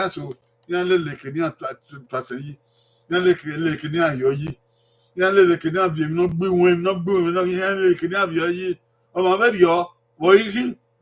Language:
Bini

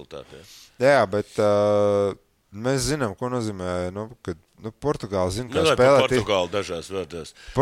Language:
Latvian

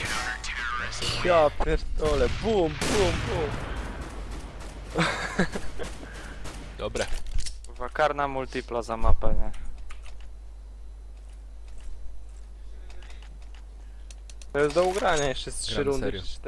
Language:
Polish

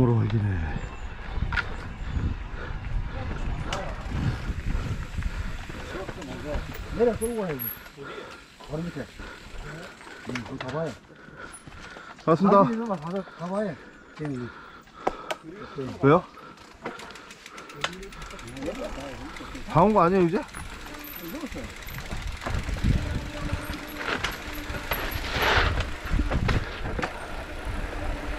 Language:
Korean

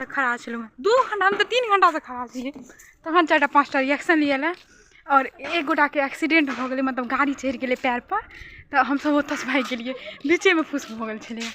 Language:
Maithili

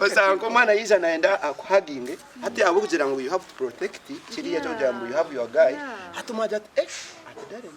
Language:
Nyankole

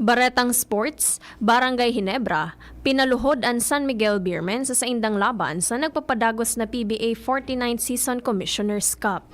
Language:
Bikol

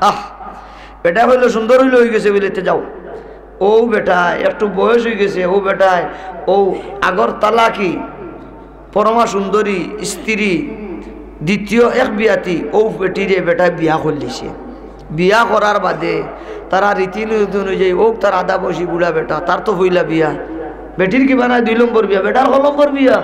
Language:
Sylheti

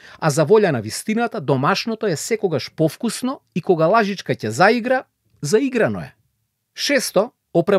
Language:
Macedonian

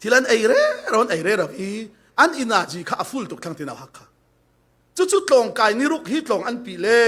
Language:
Falam Chin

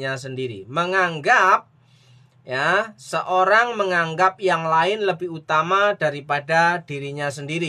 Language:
Indonesian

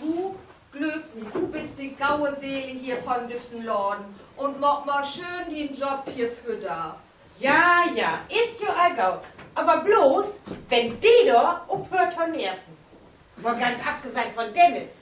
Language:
Low German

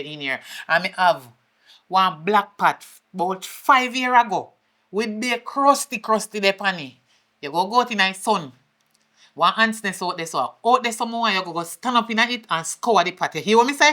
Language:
Jamaican Creole English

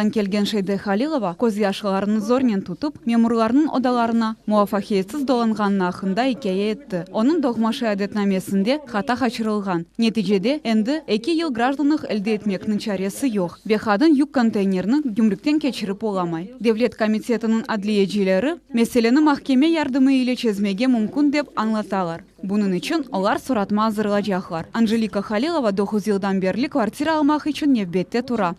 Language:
Crimean Tatar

